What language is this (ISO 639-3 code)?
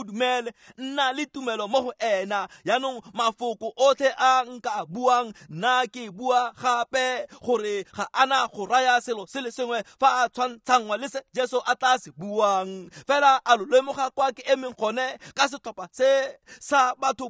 tsn